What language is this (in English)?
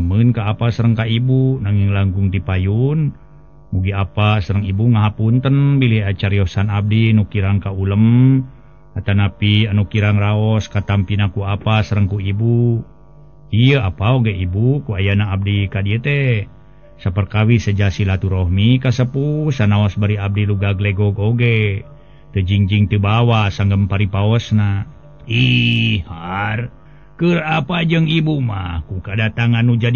Sundanese